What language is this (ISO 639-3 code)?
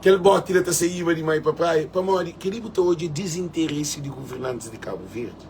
kea